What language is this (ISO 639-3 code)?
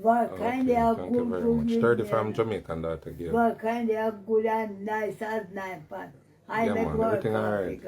jam